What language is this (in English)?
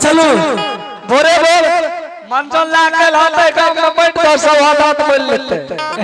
Angika